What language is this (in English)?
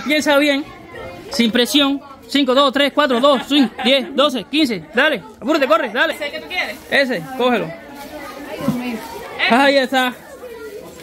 Spanish